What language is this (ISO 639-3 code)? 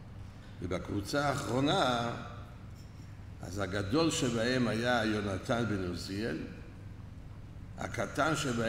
heb